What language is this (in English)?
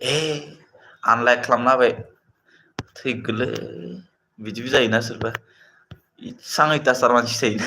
Bodo